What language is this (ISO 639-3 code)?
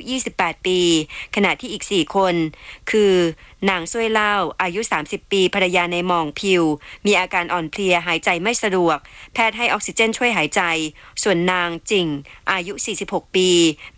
tha